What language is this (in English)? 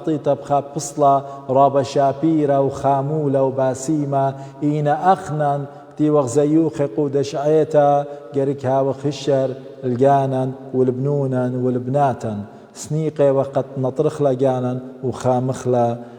Assyrian Neo-Aramaic